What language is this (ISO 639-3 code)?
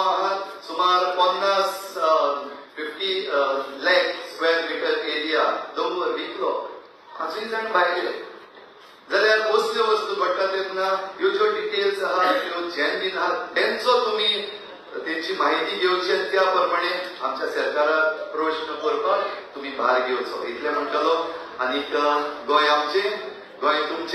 kok